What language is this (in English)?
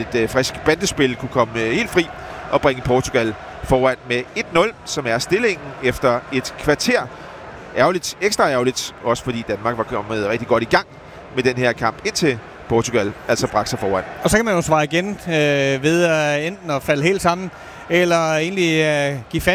Danish